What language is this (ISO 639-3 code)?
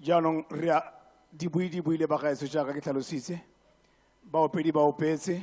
tsn